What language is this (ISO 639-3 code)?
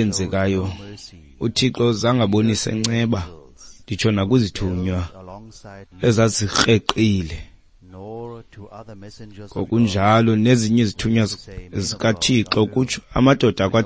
xho